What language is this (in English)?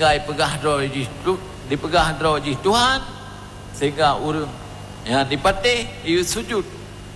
Achinese